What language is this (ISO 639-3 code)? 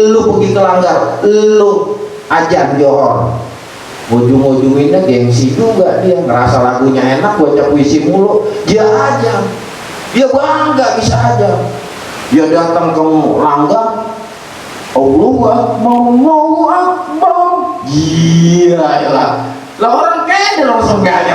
bew